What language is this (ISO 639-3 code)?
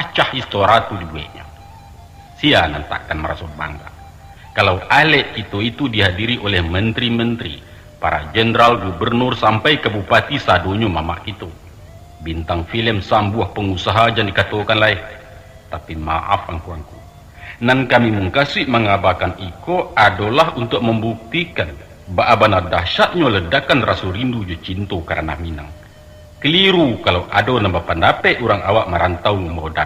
min